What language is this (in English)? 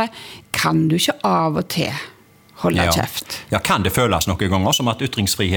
Norwegian